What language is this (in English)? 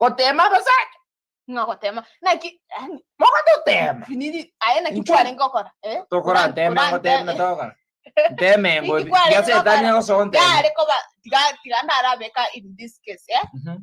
Gusii